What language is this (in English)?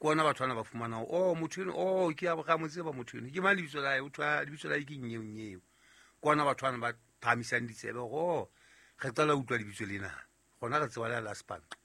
Southern Sotho